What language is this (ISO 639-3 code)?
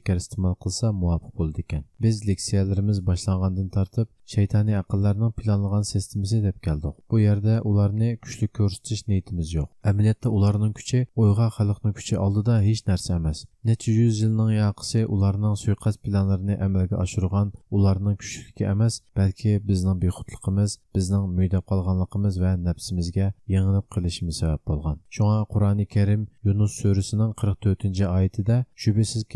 uig